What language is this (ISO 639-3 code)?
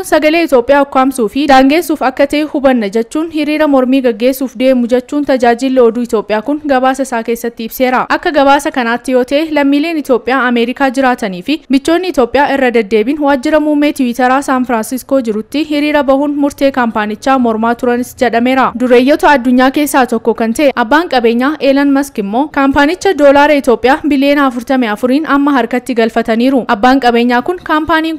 orm